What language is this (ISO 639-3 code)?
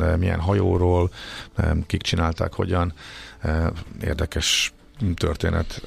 hun